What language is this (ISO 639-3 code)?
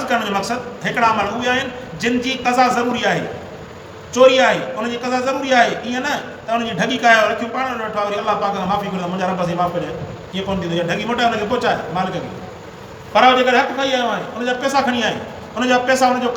snd